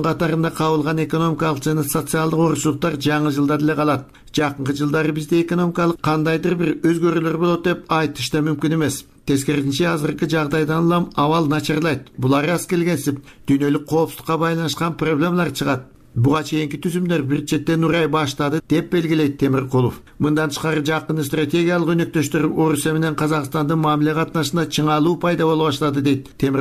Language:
Kyrgyz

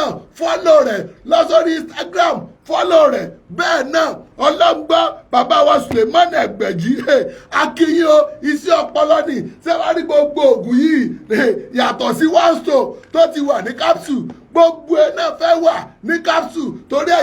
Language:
Yoruba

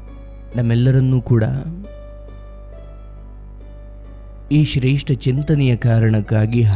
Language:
Kannada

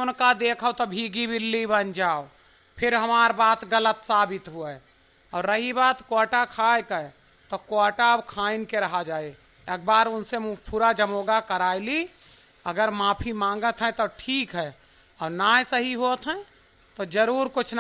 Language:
Awadhi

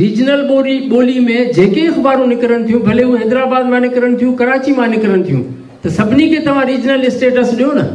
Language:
Sindhi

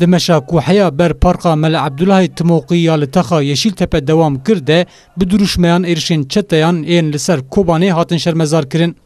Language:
Kurdish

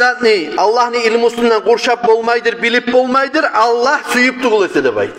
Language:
Kumyk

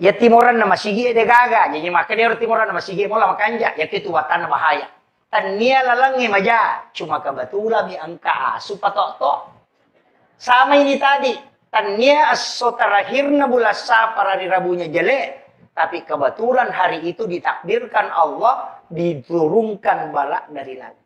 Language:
Buginese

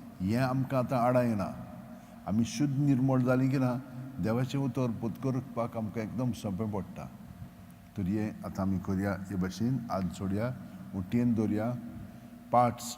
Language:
Konkani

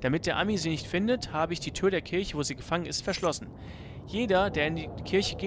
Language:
German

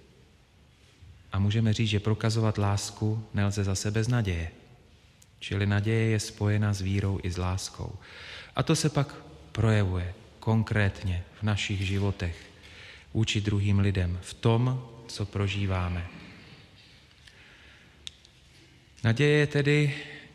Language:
Czech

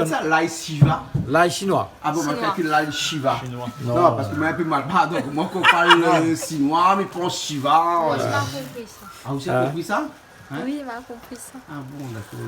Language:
Réunion Creole French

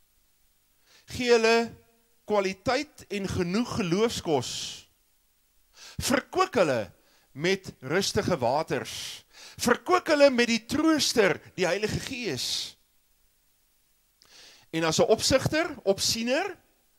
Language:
Afrikaans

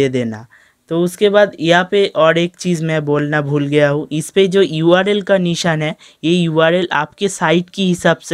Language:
Hindi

